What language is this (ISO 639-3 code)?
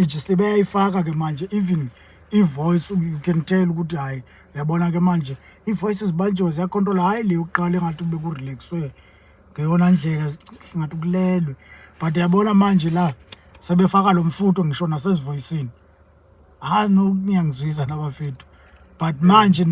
zul